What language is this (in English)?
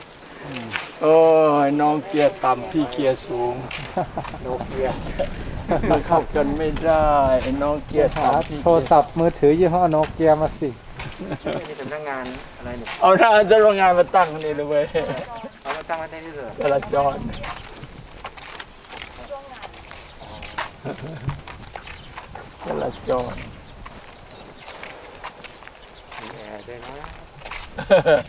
Thai